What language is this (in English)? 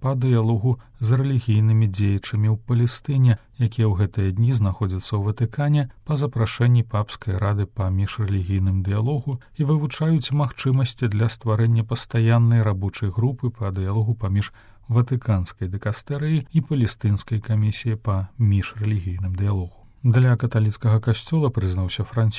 Belarusian